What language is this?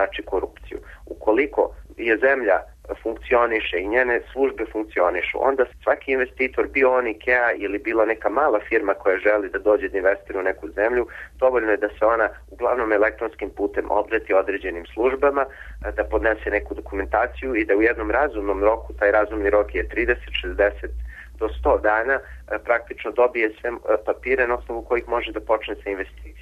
Serbian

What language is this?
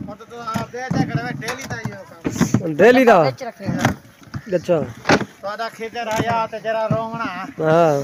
Saraiki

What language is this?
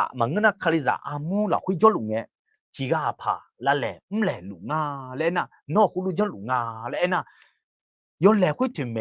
Akha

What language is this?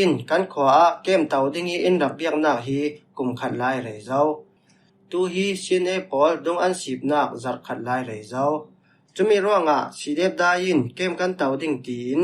Falam Chin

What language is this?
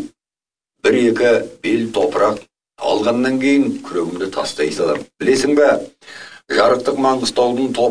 Kazakh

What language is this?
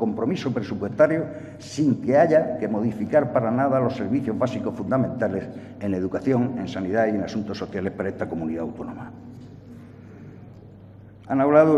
Spanish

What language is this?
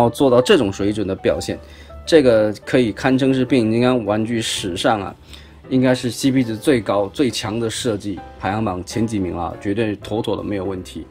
Chinese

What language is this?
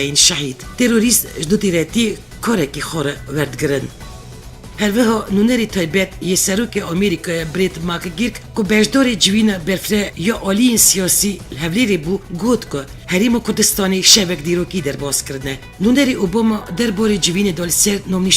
Kurdish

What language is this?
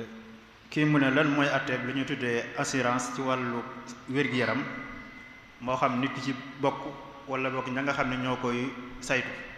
Wolof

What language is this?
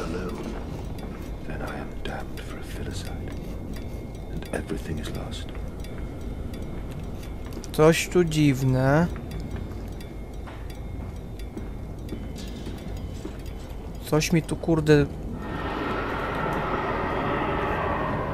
Polish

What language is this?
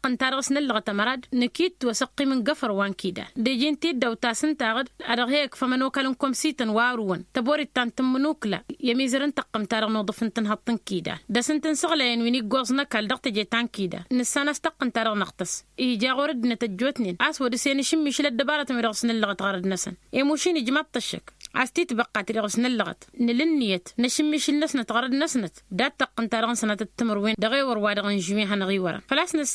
Tamasheq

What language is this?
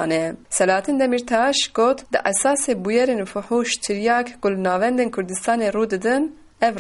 Kurdish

